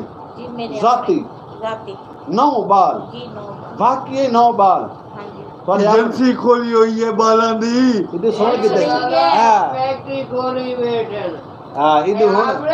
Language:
Saraiki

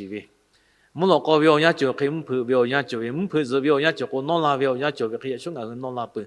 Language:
Lahu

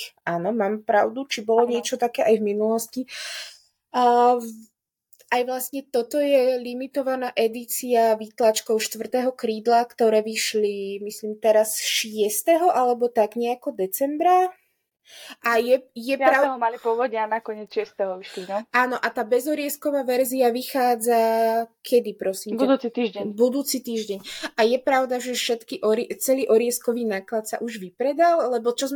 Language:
Slovak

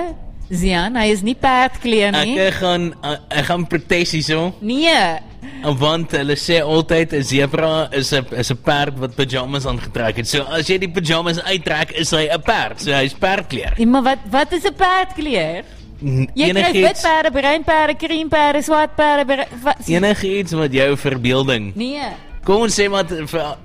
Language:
Afrikaans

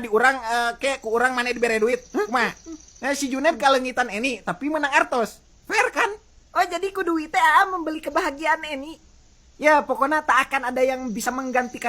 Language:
Sundanese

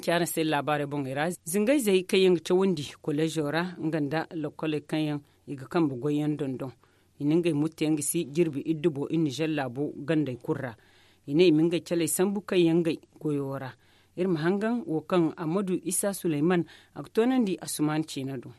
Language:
Zarma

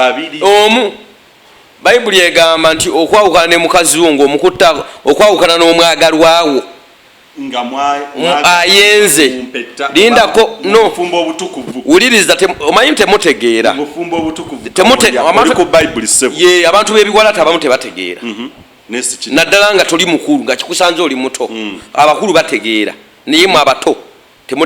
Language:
Ganda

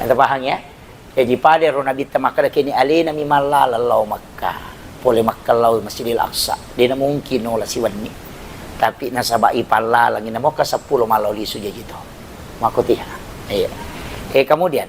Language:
Buginese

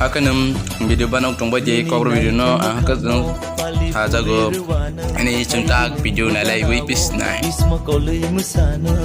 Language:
Kok Borok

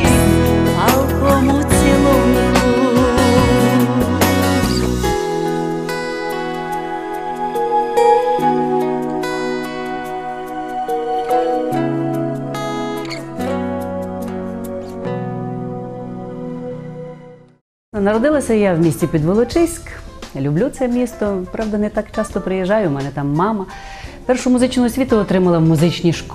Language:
Ukrainian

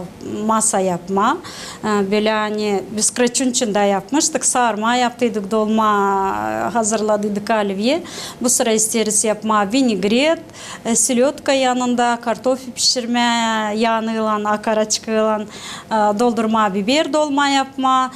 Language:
Gagauz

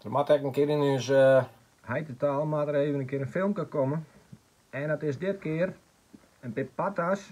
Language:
Western Frisian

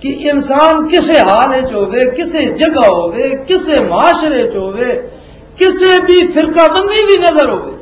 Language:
Western Panjabi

